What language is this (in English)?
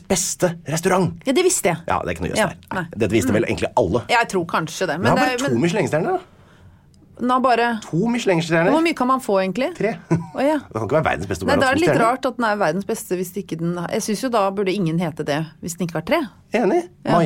Norwegian